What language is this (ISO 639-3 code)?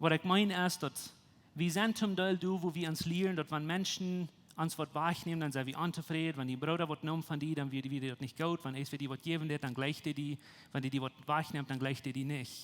pdt